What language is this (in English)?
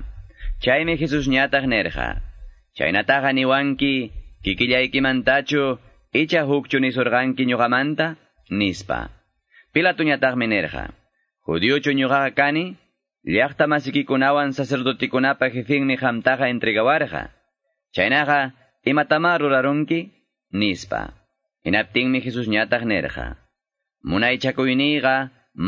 Quechua